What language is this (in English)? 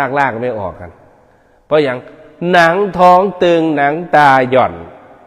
Northeastern Thai